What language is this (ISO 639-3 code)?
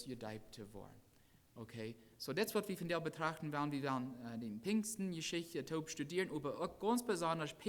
pdt